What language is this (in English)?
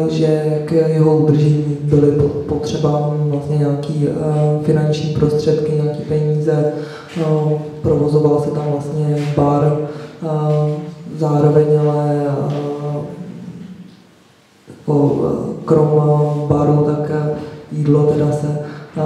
Czech